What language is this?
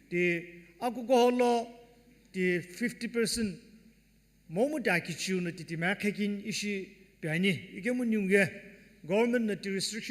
Sumi Naga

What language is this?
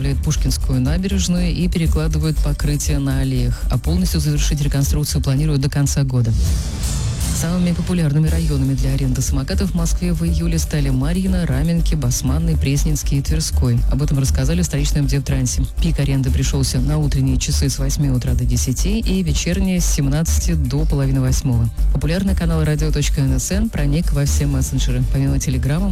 Russian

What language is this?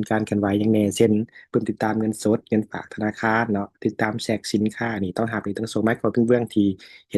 Lao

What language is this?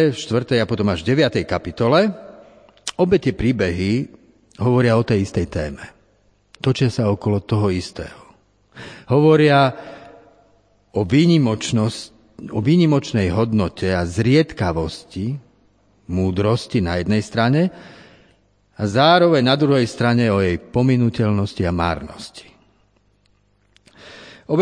Slovak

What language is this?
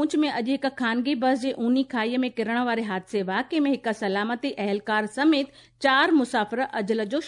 Sindhi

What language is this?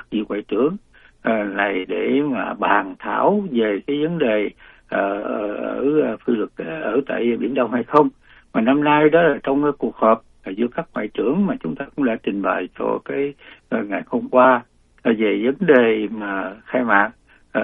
Vietnamese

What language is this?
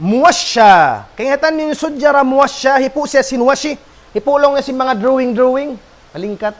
Tausug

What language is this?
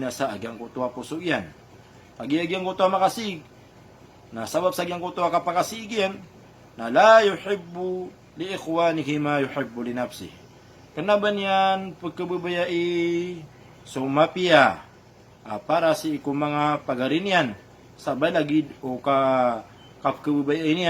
Maranao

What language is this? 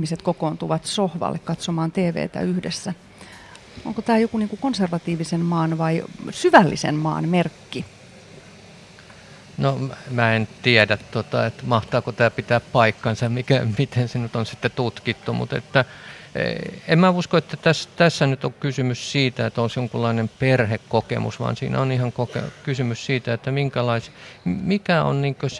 Finnish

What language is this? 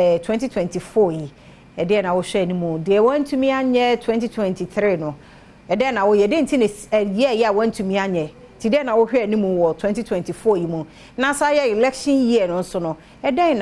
Akan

